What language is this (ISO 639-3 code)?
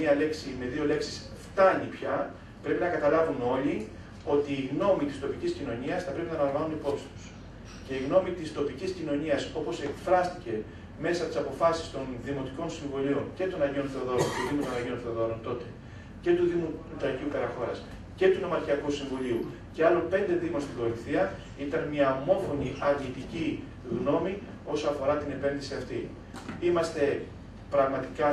ell